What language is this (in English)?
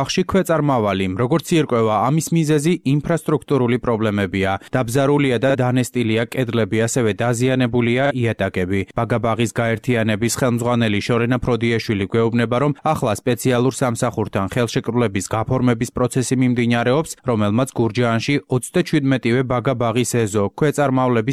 Georgian